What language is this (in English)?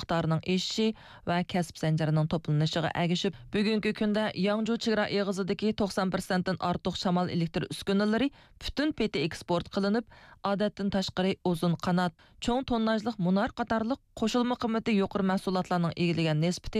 Uyghur